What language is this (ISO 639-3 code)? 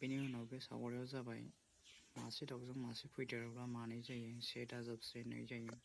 brx